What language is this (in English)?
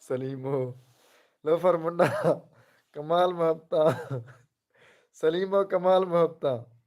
Saraiki